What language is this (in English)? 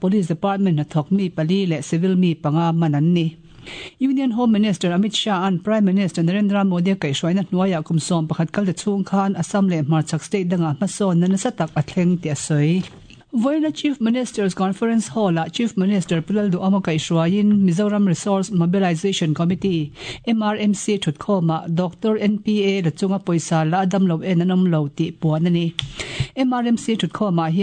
Mizo